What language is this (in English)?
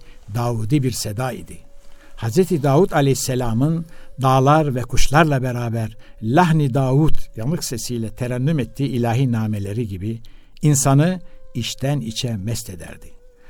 Turkish